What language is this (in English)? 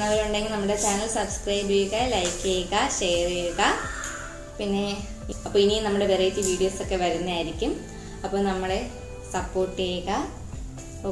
Malayalam